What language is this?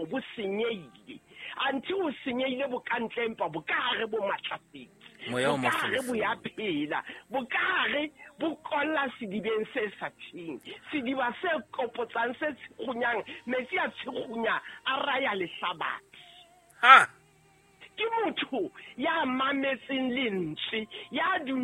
Southern Sotho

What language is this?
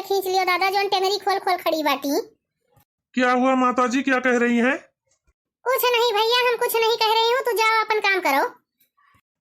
Awadhi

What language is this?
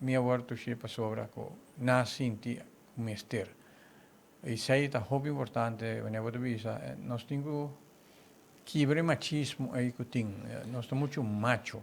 Papiamento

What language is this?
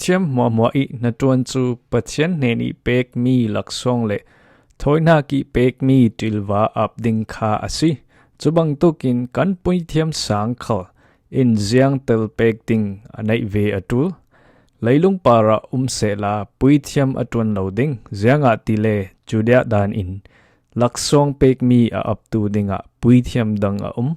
Falam Chin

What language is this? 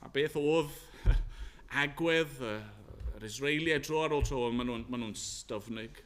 Welsh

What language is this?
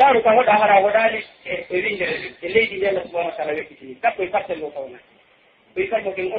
Pular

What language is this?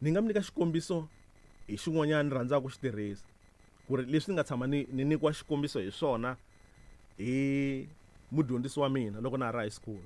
Tsonga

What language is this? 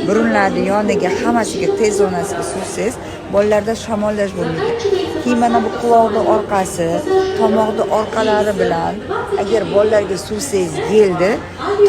Uzbek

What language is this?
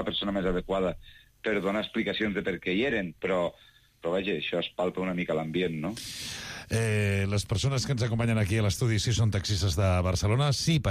Catalan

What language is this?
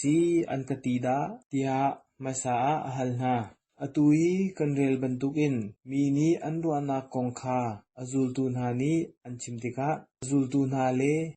Hakha Chin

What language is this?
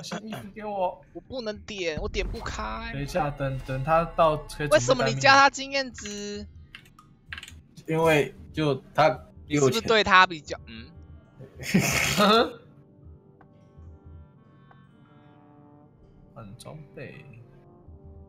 Chinese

